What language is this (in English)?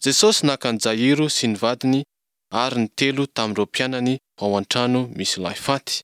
Malagasy